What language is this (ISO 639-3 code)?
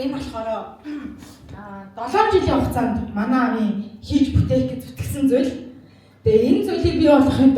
mon